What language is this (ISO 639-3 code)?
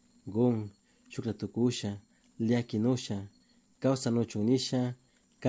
qug